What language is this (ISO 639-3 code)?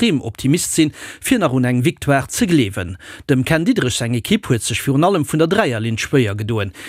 ltz